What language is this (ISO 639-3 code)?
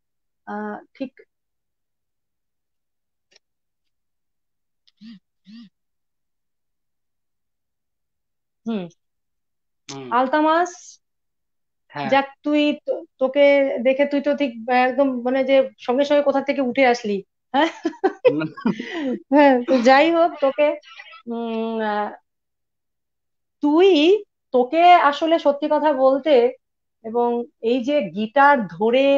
ben